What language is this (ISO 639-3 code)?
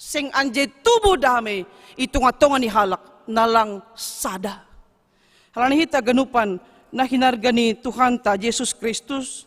bts